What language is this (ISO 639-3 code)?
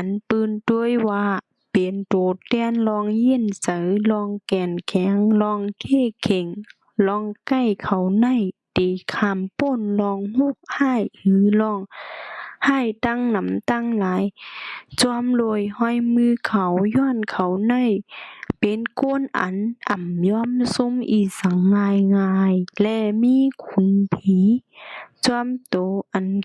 shn